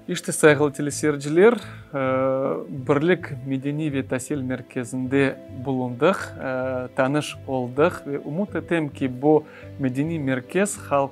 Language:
Crimean Tatar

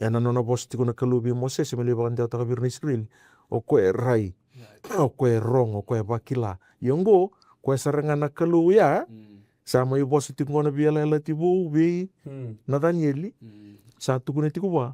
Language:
Fijian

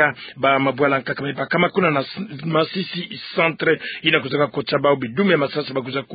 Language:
Kituba (Democratic Republic of Congo)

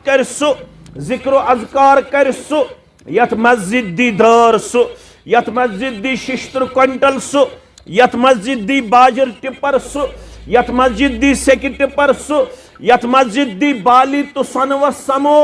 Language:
Kashmiri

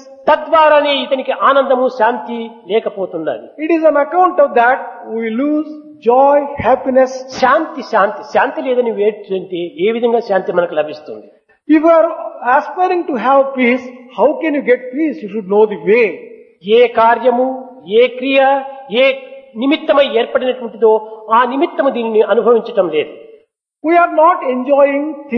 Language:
Telugu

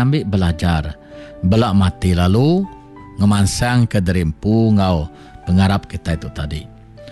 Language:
Iban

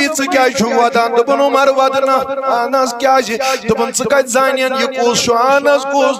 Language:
Kashmiri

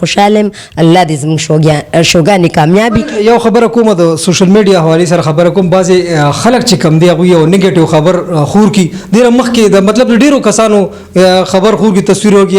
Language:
Pashto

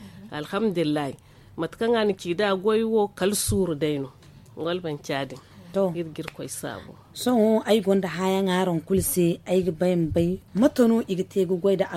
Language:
Zarma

